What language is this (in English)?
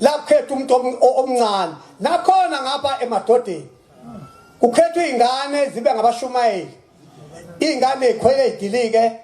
Zulu